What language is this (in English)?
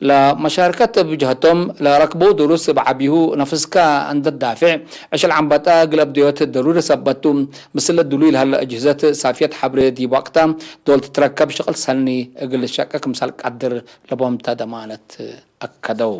Tigre